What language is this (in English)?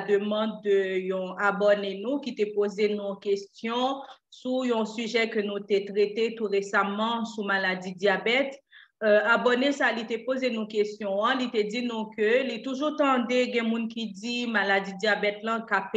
Haitian Creole